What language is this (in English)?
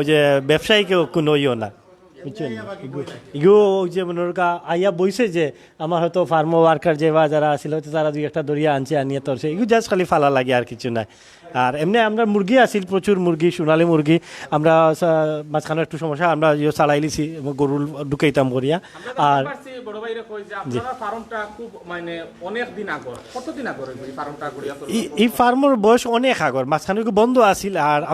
Sylheti